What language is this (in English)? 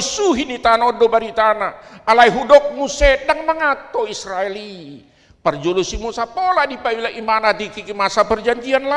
Batak Toba